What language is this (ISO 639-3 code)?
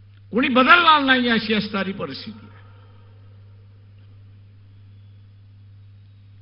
mar